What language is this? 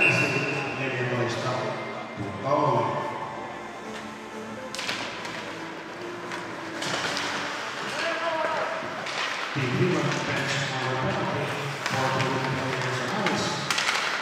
Finnish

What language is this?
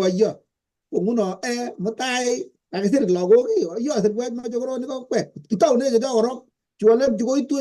Kalenjin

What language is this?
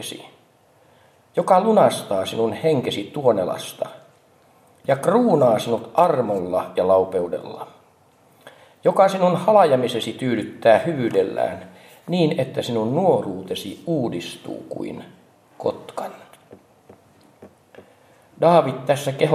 Finnish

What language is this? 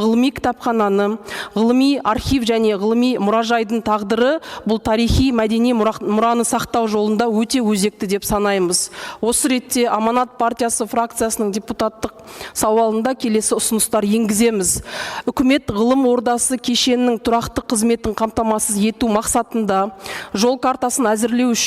Kazakh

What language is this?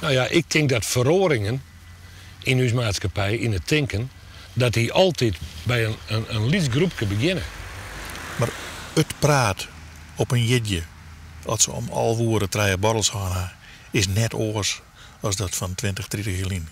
Western Frisian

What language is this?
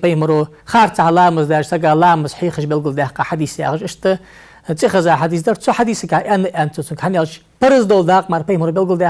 Ingush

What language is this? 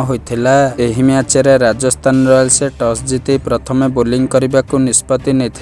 Odia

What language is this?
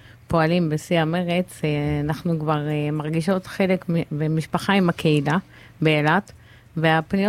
Hebrew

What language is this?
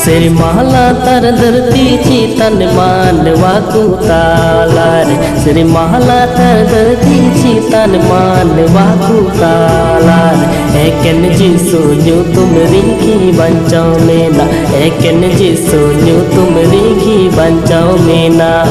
Santali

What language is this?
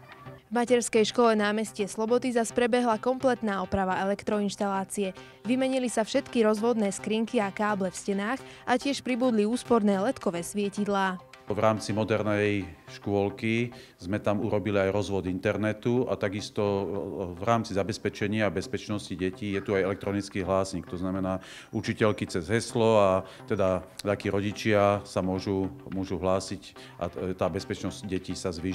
Slovak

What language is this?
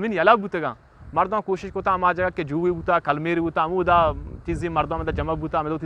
Eastern Balochi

